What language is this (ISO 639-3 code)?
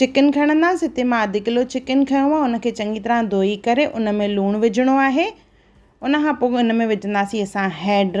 snd